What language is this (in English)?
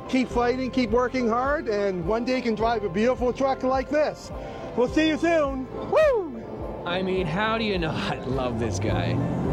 English